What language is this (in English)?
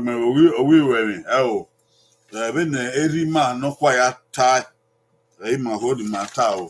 Bini